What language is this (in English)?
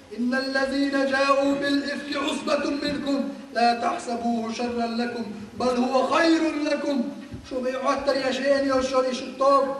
Chechen